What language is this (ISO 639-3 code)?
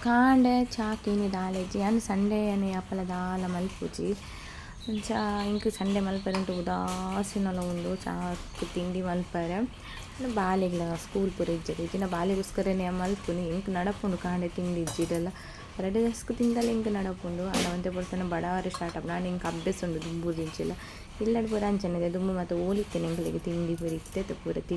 tcy